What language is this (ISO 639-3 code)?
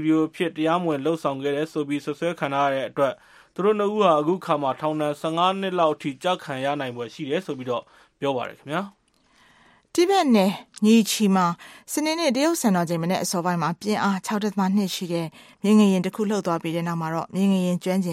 mya